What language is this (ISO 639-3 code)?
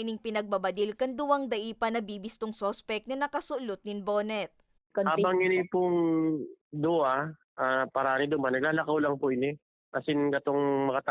bik